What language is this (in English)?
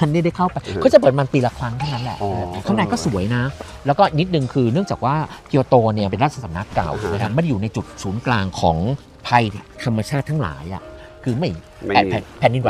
Thai